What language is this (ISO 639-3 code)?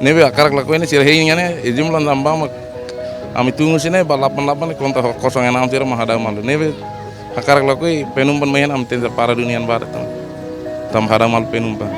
tet